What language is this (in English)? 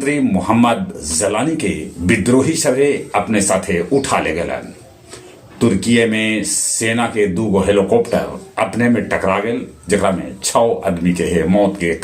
Magahi